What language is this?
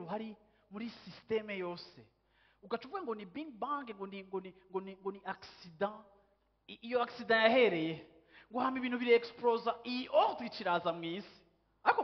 Rundi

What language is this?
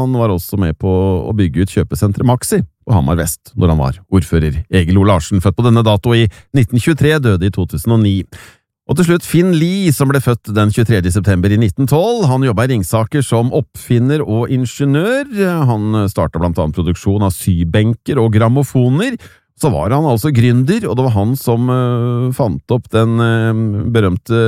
Norwegian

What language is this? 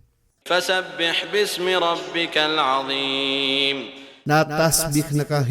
Maranao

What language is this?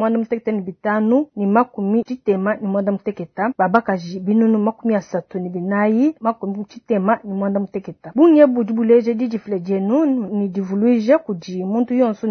Luba-Lulua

